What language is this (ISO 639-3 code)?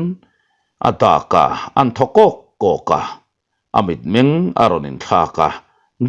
lus